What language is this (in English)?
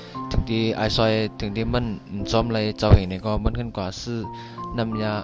Shan